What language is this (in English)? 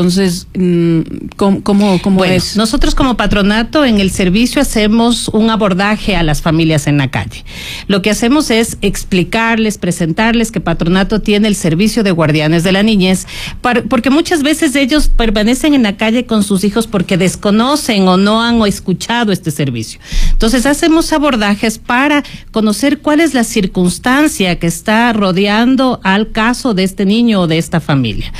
Spanish